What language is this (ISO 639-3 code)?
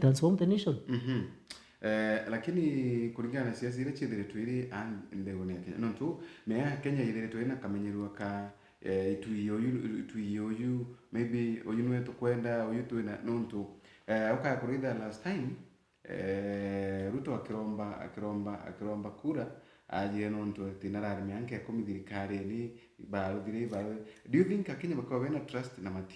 mer